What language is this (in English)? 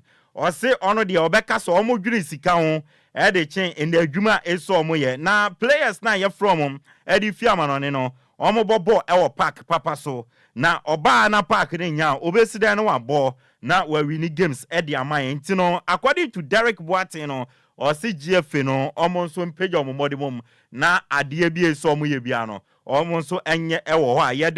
Akan